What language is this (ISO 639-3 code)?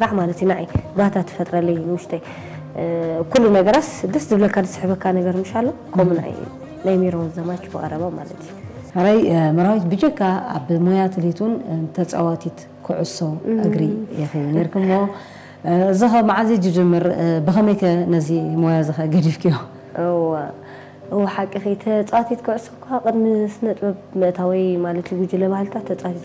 tir